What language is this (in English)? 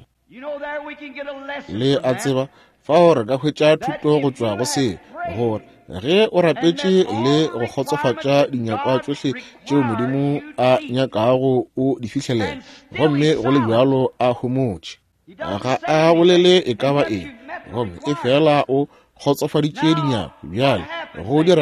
Northern Sotho